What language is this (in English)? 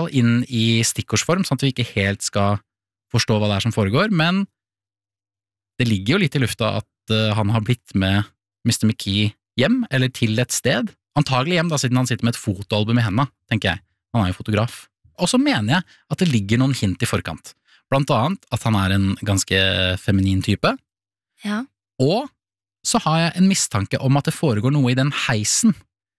Norwegian